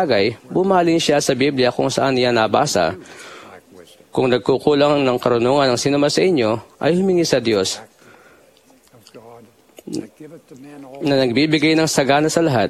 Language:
Filipino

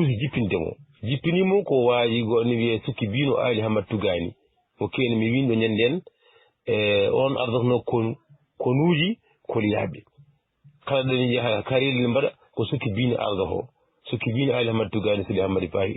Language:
Fula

